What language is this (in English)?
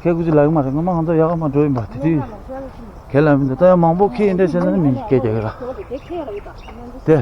Tibetan